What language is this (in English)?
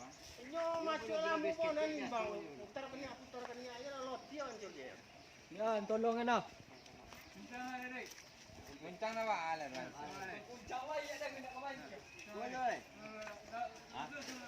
Minangkabau